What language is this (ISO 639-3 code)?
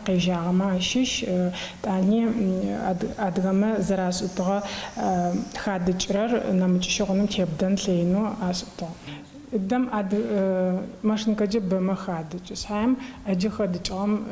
ady